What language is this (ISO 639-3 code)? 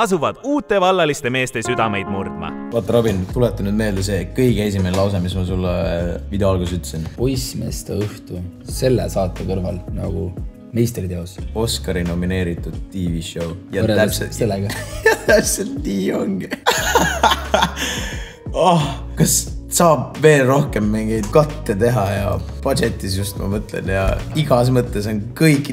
est